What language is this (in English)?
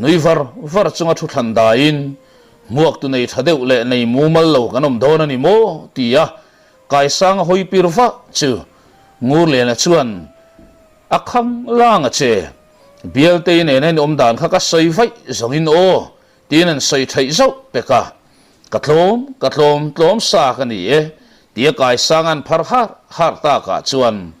Mizo